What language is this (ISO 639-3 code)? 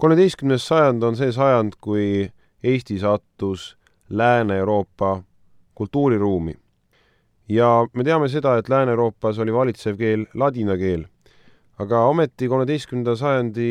est